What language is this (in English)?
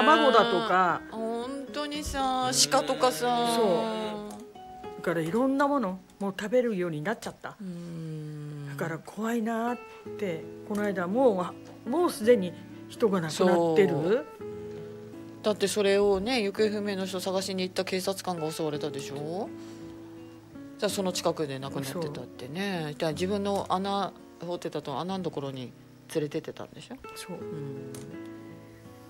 Japanese